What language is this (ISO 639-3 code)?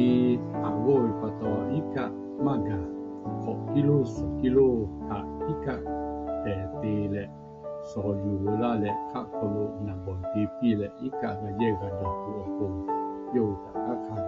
lhu